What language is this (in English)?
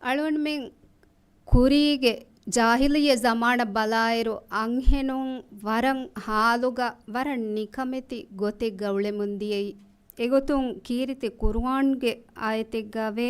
Divehi